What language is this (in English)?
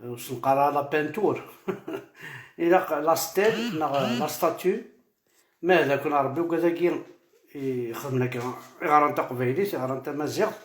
Kabyle